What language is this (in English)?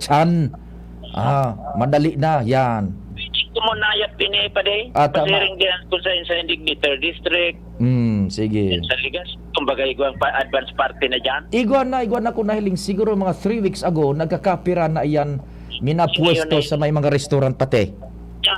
Bikol